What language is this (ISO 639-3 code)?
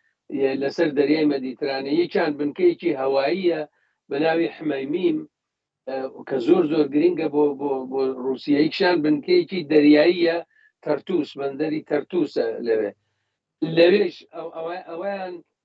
ckb